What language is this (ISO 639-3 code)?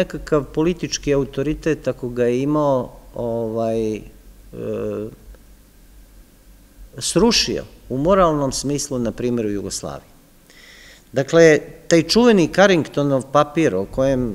srp